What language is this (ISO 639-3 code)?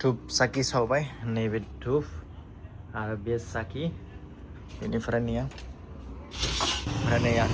brx